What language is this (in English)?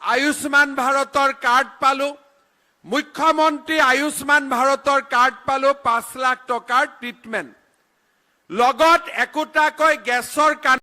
Assamese